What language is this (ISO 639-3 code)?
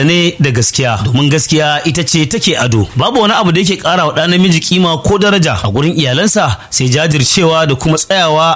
hau